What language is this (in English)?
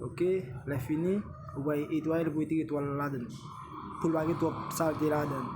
Haitian Creole